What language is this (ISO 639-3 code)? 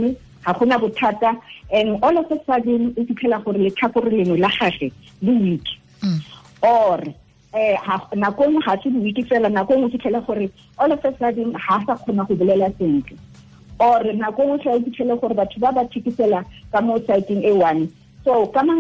tsn